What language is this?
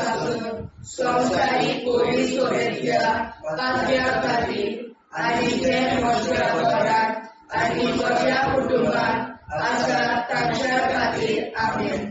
Konkani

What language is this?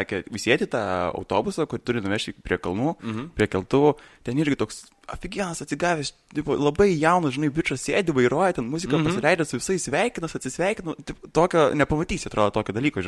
Lithuanian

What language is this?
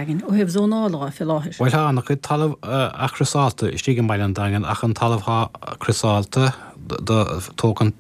Irish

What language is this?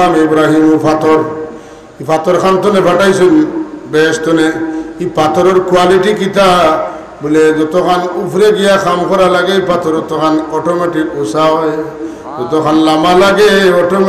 Sylheti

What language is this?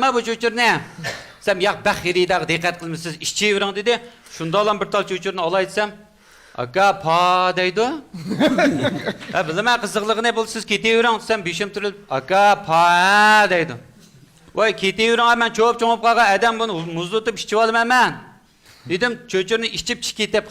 Uyghur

